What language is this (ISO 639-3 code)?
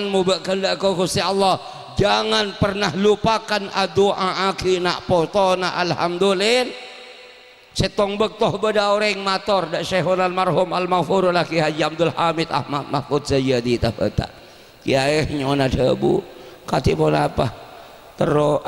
mad